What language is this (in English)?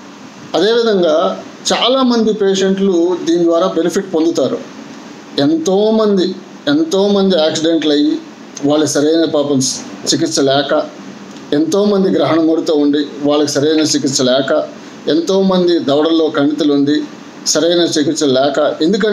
Telugu